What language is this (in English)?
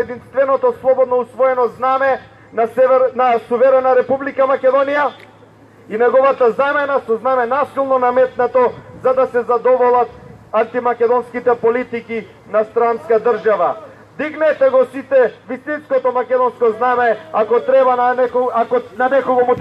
Macedonian